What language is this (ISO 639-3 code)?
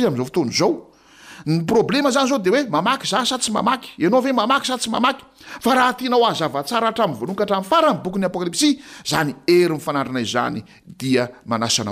mlg